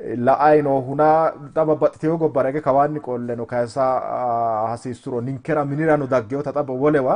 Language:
Sidamo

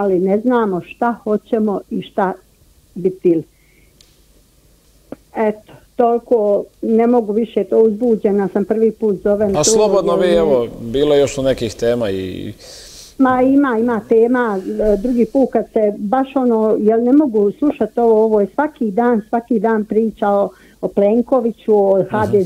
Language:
Croatian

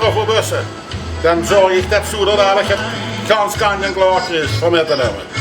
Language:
Limburgish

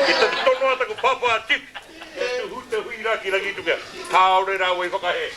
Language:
Māori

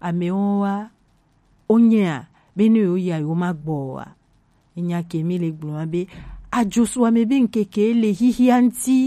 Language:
Gen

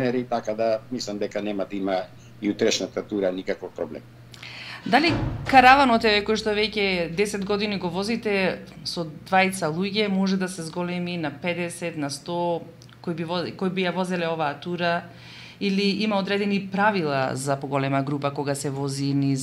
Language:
Macedonian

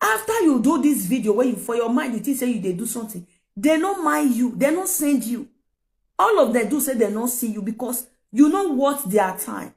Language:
Nigerian Pidgin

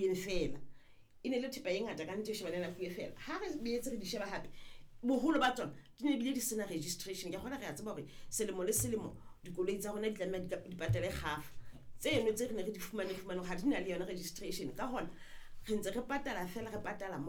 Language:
Southern Sotho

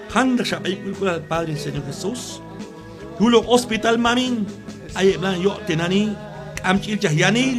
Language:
Q'anjob'al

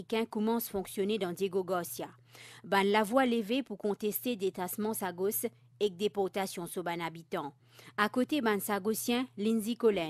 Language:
Morisyen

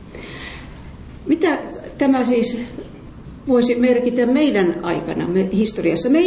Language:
Finnish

